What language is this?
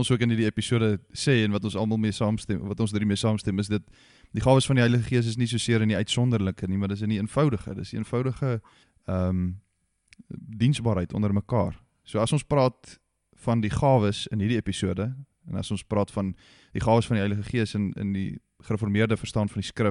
Afrikaans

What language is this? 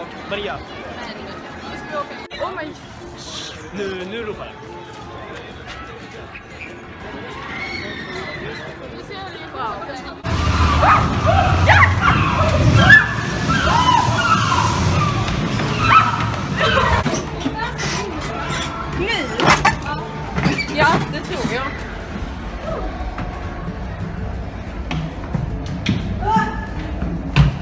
Swedish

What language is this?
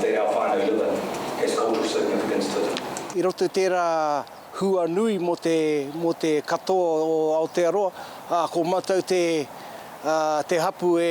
Māori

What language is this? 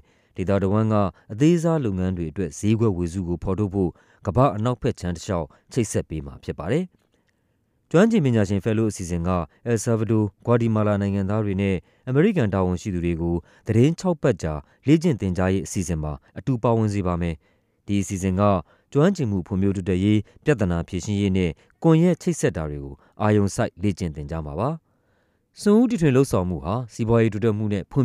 Burmese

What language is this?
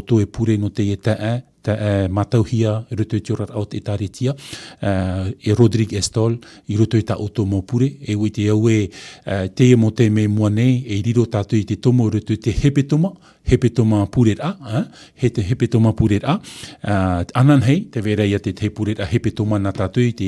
Tahitian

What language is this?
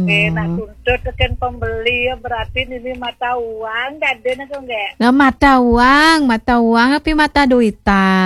Balinese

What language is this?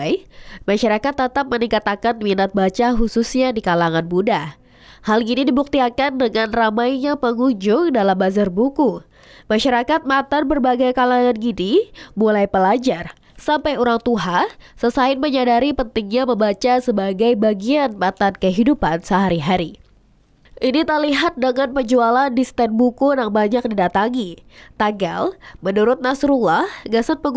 Banjar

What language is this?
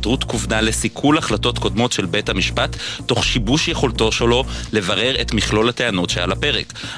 Hebrew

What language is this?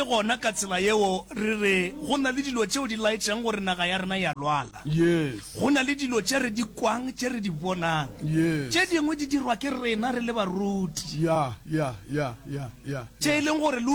Northern Sotho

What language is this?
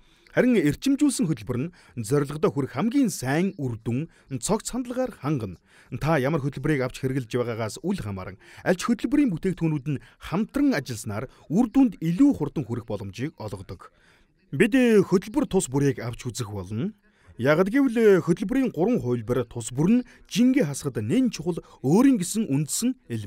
Mongolian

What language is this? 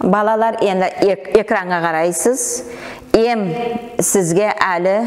Nogai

